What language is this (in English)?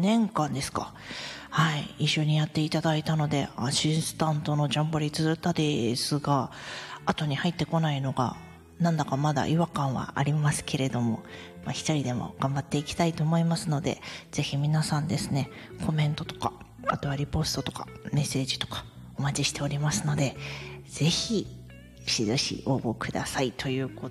Japanese